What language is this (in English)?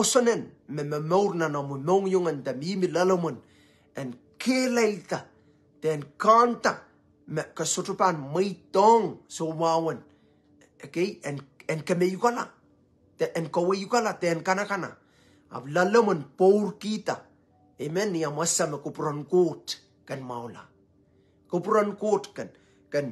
Pohnpeian